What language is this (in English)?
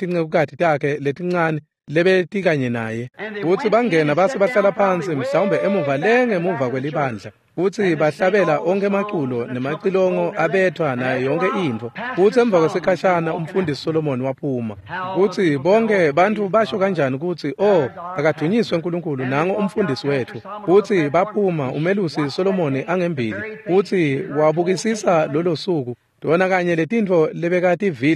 Swati